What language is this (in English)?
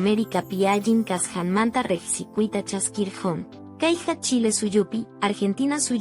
Quechua